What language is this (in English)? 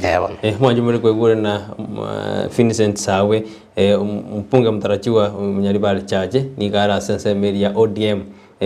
Gusii